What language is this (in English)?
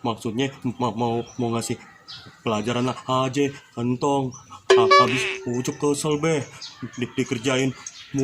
Betawi